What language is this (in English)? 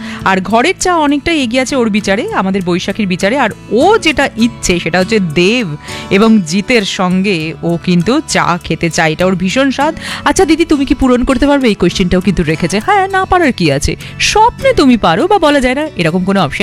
Bangla